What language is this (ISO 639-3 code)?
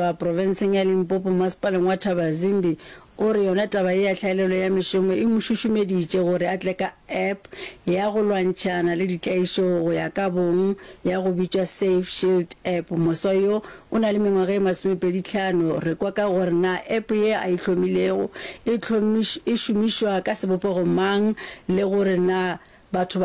nso